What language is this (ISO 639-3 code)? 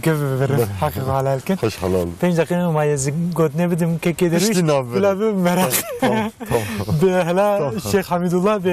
kur